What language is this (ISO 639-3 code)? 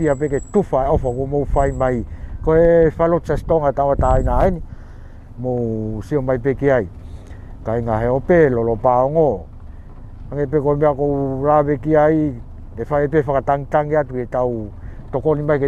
ton